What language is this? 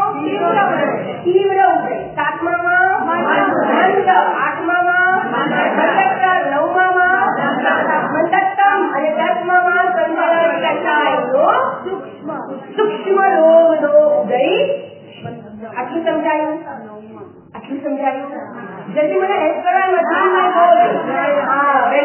Gujarati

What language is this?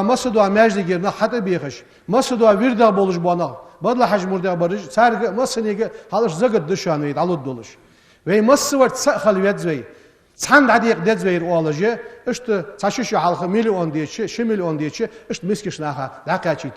Ingush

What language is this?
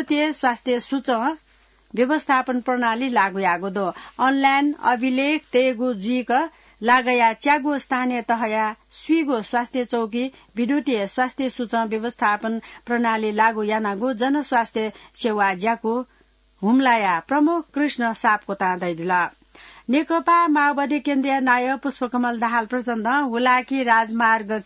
Newari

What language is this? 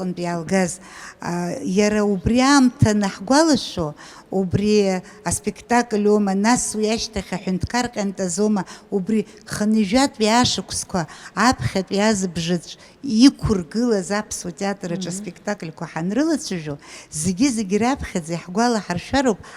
Abkhazian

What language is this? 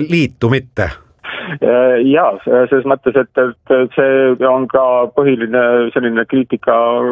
Estonian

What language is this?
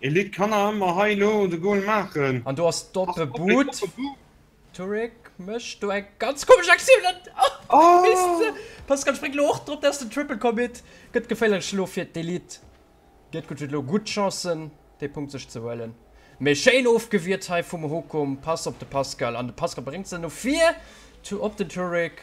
Luxembourgish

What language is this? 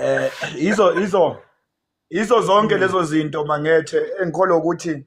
Zulu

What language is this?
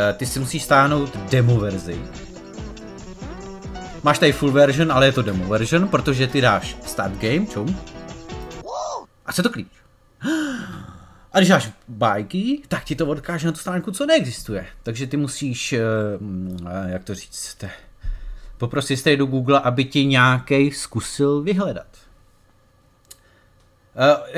Czech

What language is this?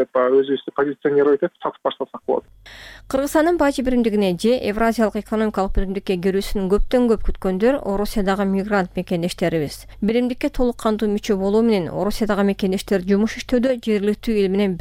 Kyrgyz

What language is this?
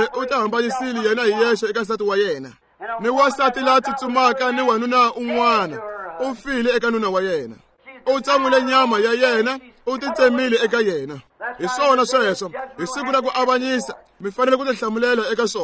Tsonga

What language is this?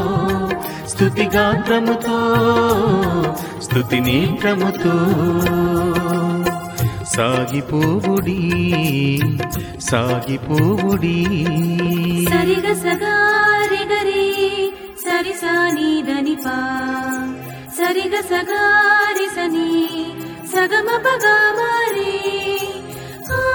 Telugu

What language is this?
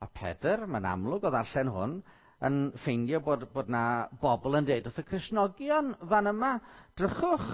Welsh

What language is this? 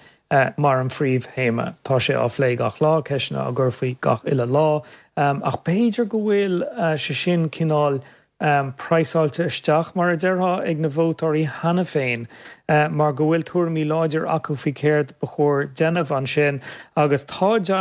Irish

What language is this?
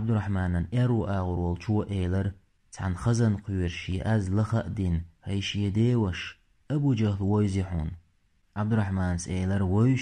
Chechen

